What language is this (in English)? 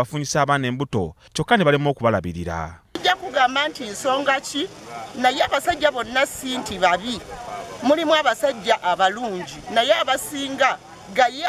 Ganda